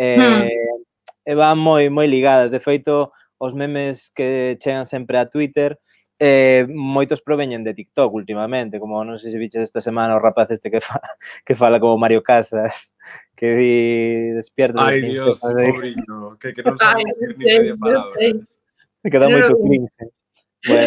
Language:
Galician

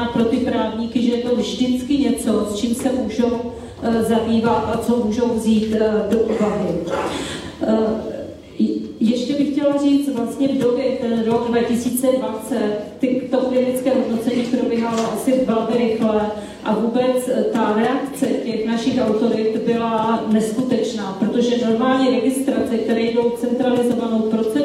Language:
Czech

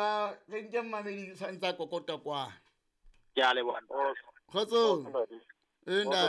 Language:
Southern Sotho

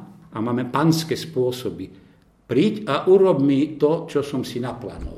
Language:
Slovak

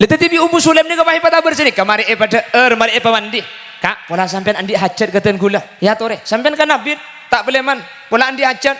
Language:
Madurese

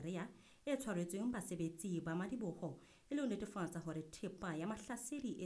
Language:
Southern Sotho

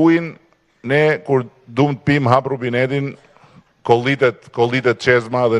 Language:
Albanian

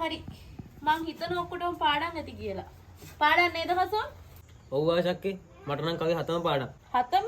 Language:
Sinhala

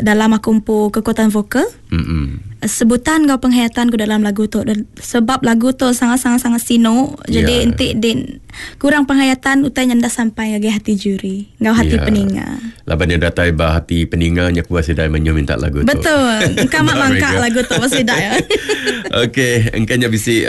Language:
Iban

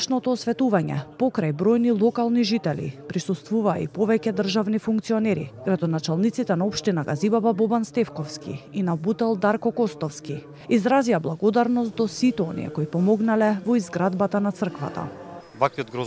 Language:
Macedonian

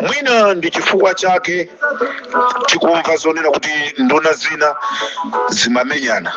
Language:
Nyanja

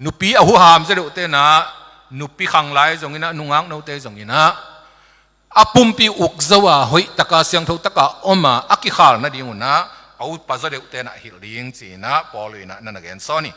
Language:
Tedim Chin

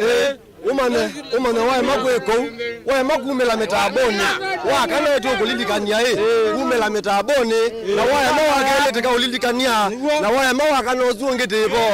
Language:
Kamba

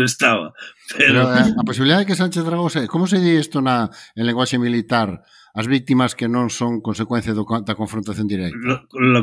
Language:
Galician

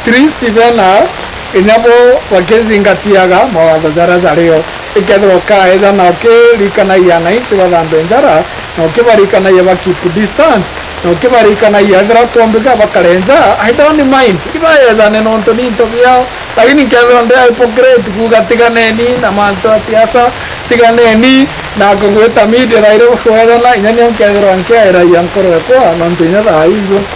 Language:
Meru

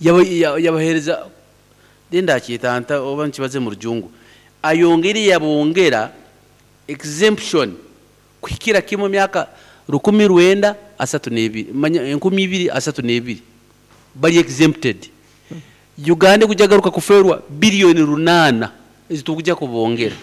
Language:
Nyoro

